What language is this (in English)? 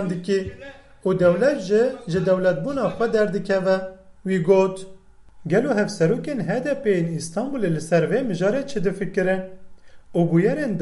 Kurdish